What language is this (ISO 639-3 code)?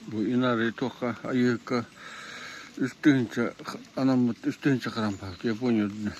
sah